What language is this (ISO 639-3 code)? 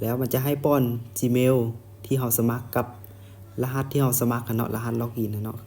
lao